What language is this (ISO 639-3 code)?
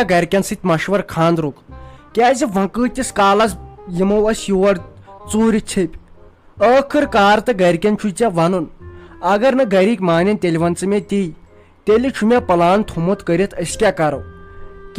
kas